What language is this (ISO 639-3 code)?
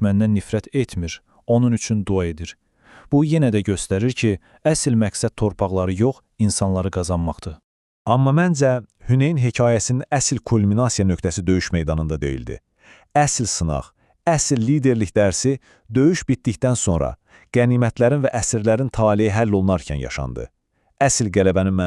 aze